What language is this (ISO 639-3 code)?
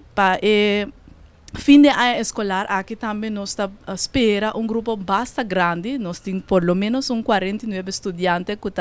pap